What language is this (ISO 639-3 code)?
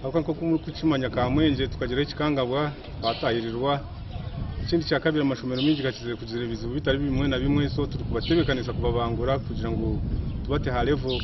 nyn